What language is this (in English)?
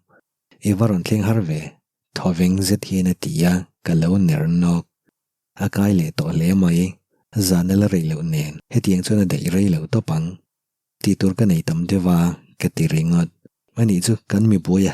Mizo